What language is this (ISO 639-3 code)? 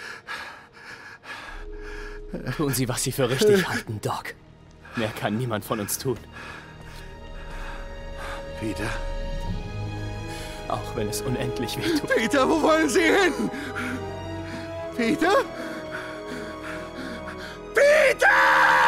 deu